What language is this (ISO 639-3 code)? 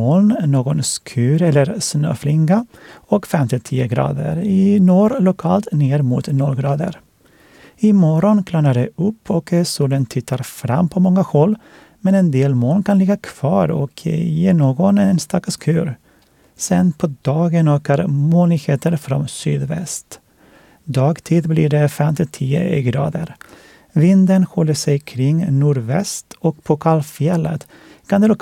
swe